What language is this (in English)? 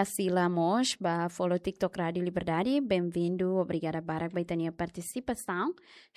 Tetum